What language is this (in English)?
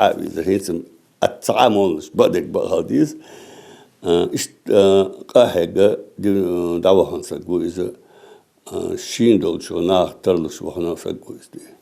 Ingush